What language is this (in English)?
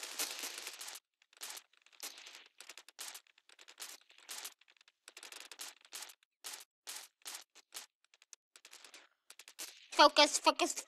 Dutch